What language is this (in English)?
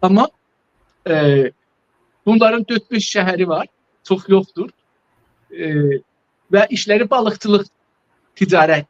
South Azerbaijani